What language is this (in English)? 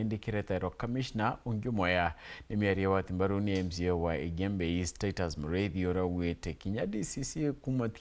Meru